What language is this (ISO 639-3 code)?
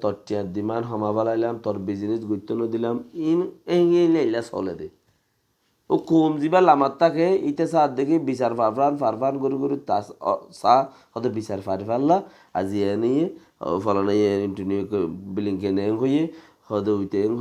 rhg